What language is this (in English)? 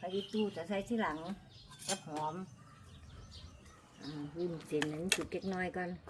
Lao